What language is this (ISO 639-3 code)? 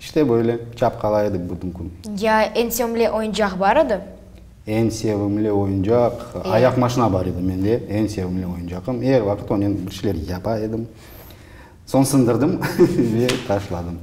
crh